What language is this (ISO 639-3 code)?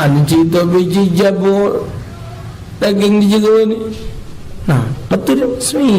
mui